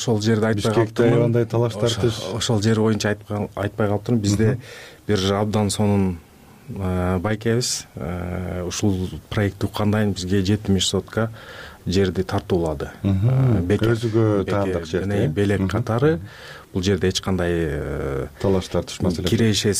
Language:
Kyrgyz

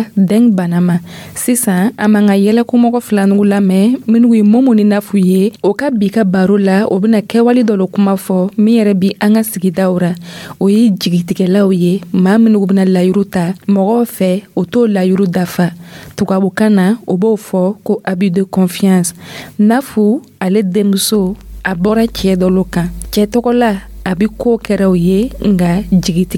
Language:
Dyula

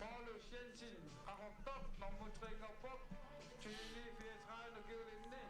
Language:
Kalaallisut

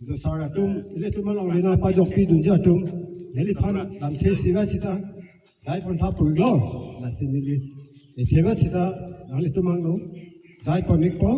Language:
Karbi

